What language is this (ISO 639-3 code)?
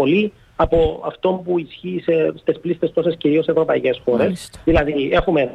ell